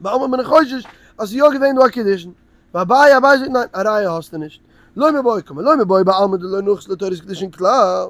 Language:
Yiddish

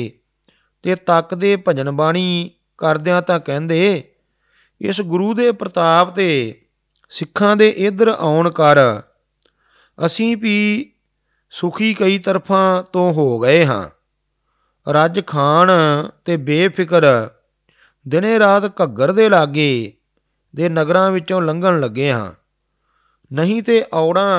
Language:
Punjabi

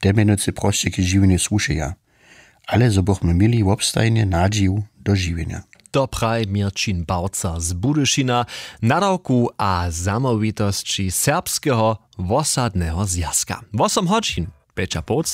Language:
Upper Sorbian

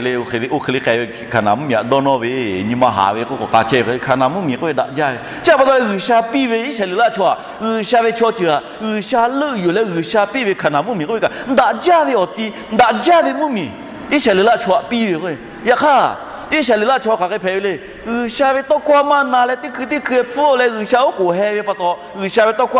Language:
Lahu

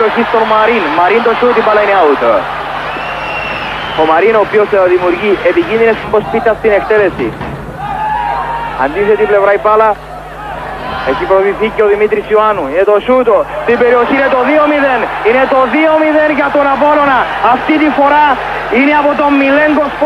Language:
Greek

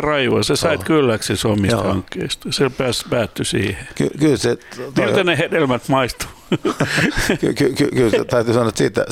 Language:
Finnish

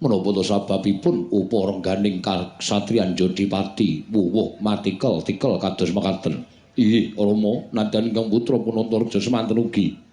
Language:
Javanese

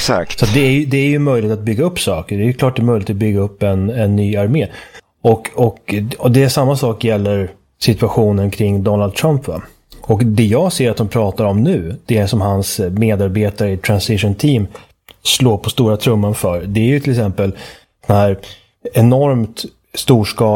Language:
Swedish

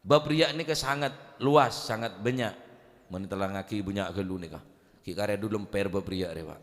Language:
Madurese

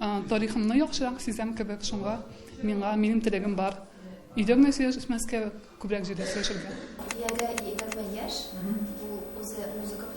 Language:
Tatar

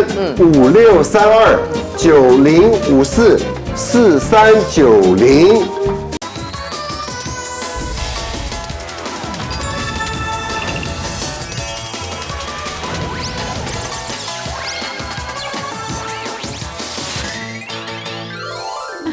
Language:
Chinese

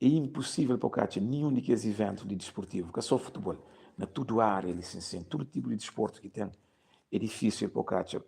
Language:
Kabuverdianu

